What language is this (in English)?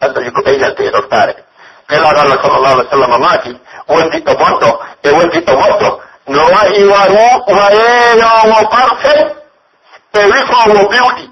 Pular